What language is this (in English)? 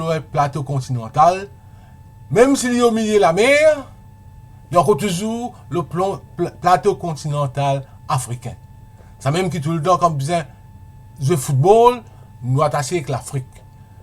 Morisyen